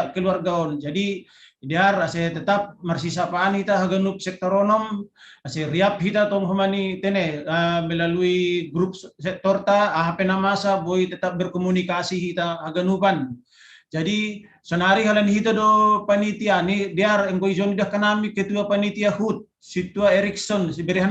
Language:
Batak Simalungun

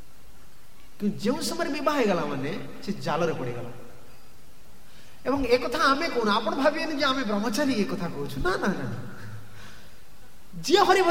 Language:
Odia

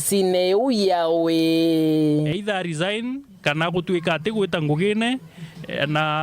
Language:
Meru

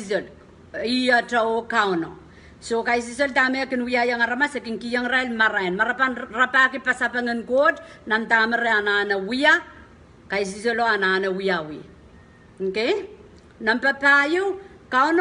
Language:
Pohnpeian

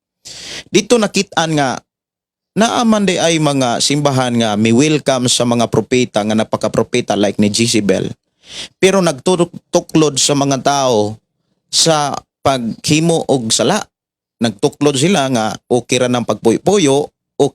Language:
Cebuano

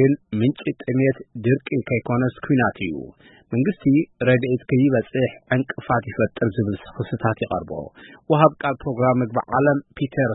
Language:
Tigrinya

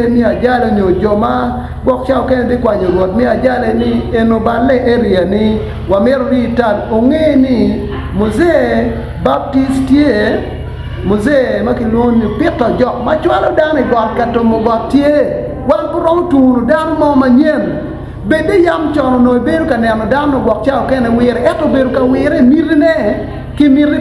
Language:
Acoli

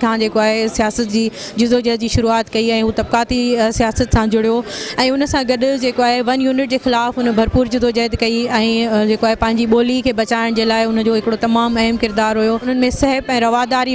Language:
Sindhi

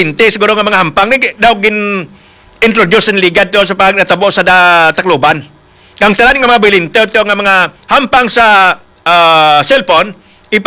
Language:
Hiligaynon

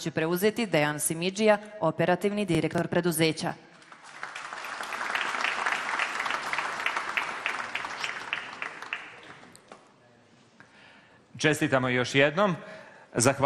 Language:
Serbian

